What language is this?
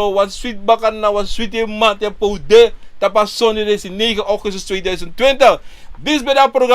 Sranan Tongo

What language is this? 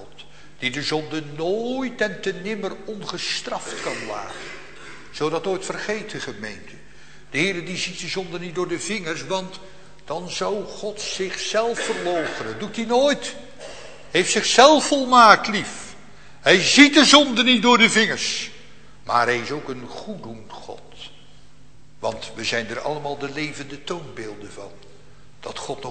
Dutch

